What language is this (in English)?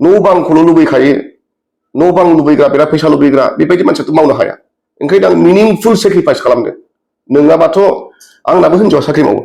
Bodo